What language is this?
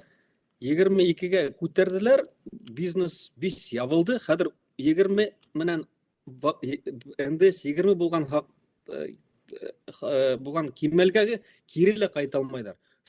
Bashkir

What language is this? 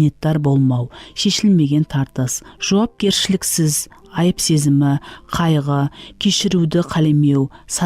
Kara-Kalpak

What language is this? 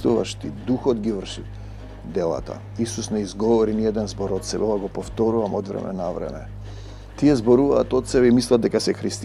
Macedonian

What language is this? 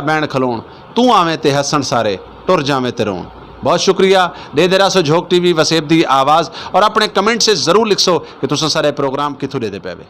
Saraiki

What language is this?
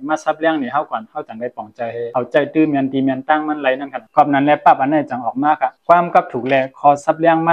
Shan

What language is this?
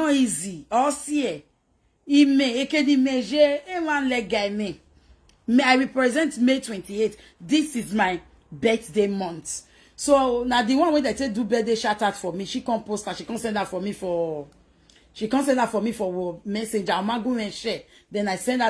Nigerian Pidgin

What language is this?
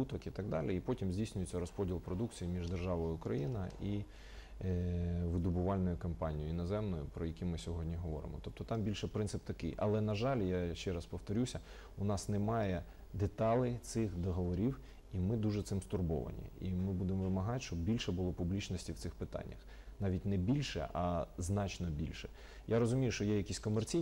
Ukrainian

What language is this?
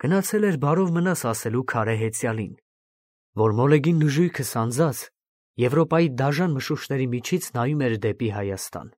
Armenian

